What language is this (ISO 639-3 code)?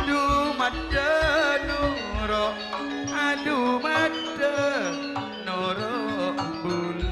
mad